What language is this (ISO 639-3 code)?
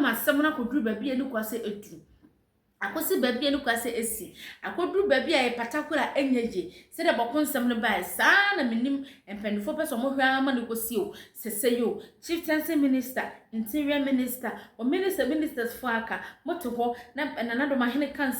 aka